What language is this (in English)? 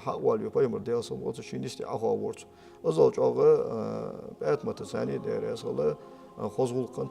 Ingush